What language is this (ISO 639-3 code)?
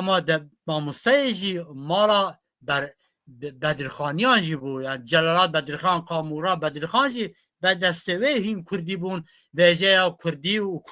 kur